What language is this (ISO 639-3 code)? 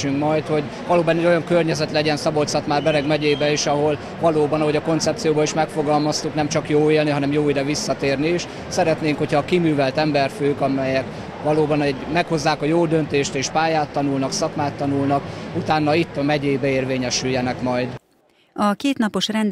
hun